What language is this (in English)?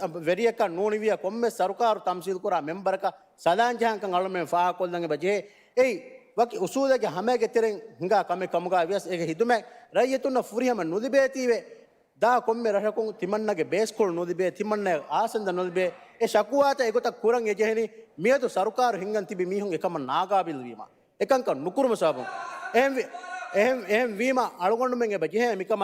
Divehi